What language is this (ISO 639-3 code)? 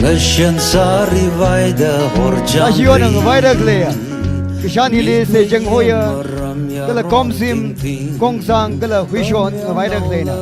nmf